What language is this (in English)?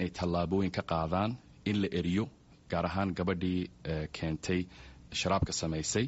Somali